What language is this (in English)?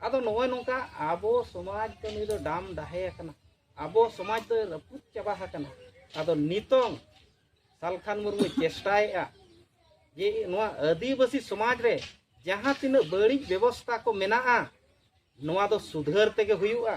Santali